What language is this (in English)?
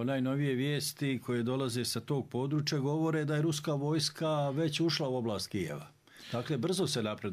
Bosnian